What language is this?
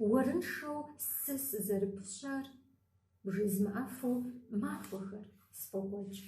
Kabardian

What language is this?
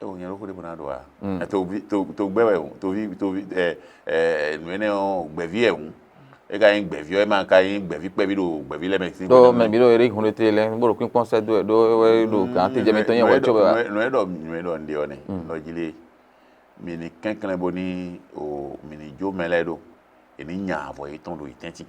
Fon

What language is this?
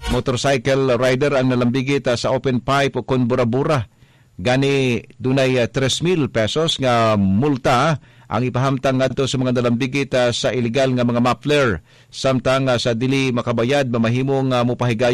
Cebuano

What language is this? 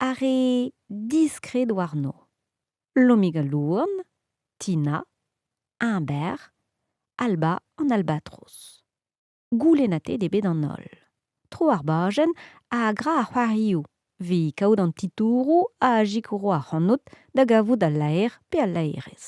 Breton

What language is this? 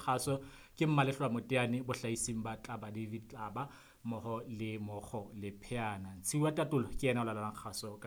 Southern Sotho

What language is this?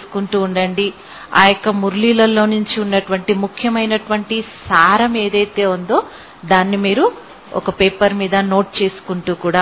Telugu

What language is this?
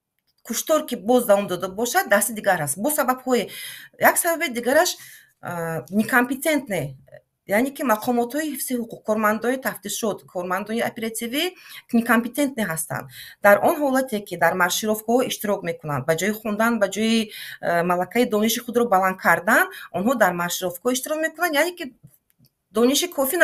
Tajik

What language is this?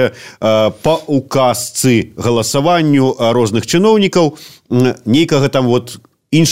Belarusian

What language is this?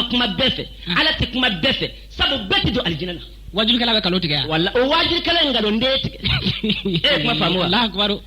Bambara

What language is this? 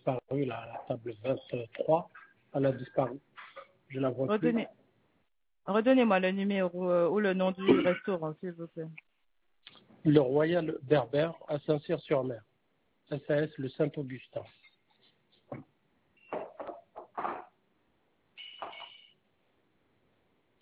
French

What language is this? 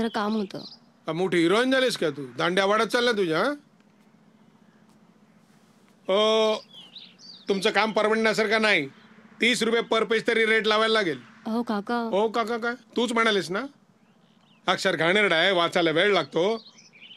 Marathi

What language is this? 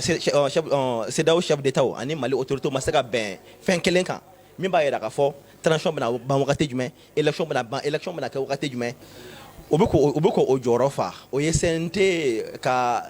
Bambara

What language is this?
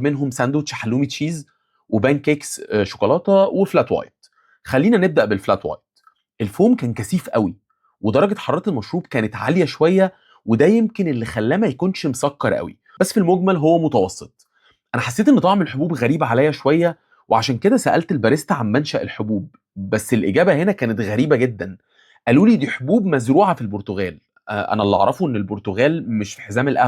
Egyptian Arabic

